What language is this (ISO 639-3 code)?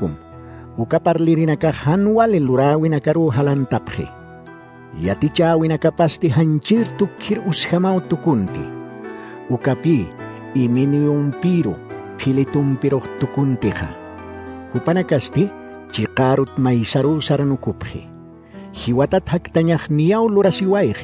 aym